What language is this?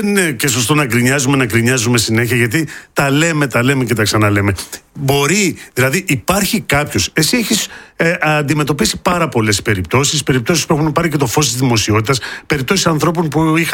Greek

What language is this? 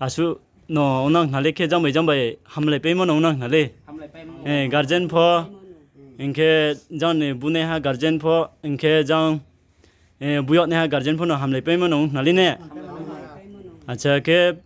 Riang (India)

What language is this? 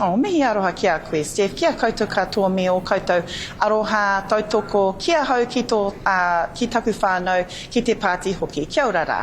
Māori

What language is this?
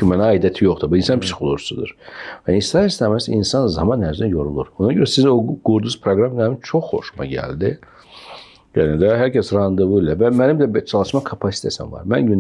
Azerbaijani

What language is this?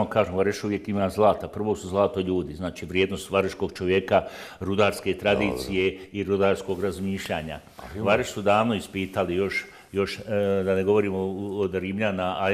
Bosnian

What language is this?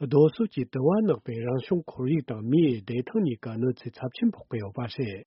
Tibetan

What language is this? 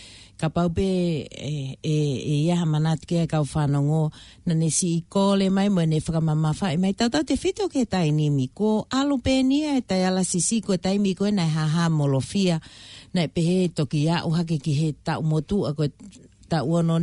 Tongan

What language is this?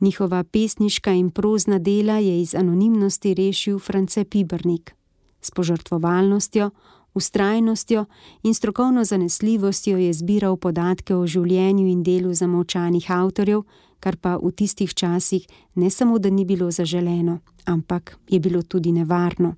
Slovenian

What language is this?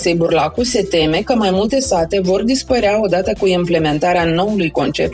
Romanian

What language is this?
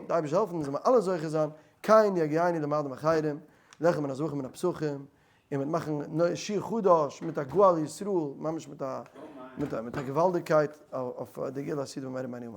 Yiddish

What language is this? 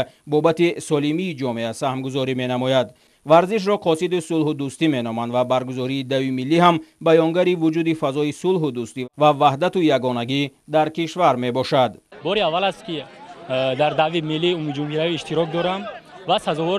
Tajik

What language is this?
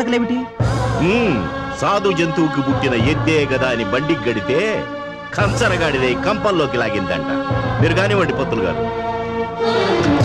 Telugu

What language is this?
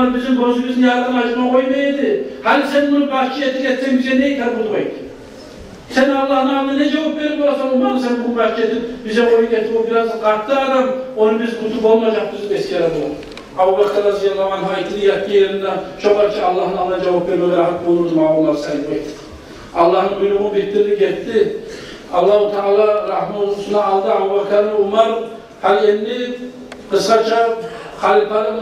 Kumyk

